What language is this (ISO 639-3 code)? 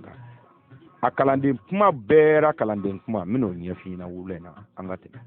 bam